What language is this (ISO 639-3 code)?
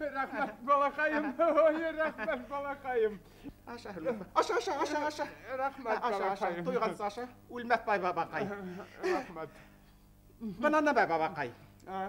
bak